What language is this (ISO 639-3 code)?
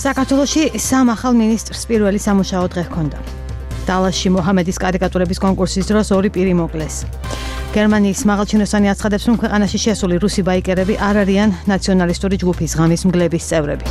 kat